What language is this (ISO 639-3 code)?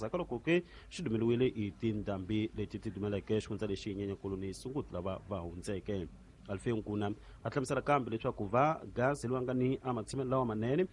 tso